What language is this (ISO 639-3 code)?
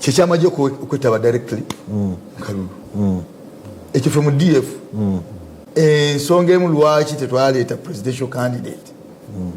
lug